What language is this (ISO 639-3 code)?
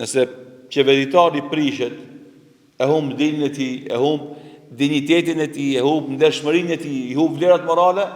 sqi